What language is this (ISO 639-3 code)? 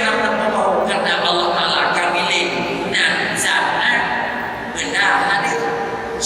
ace